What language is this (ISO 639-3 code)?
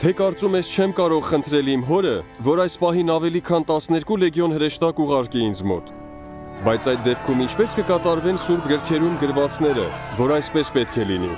hye